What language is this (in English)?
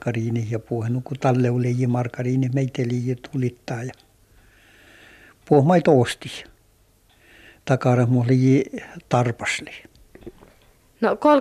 Finnish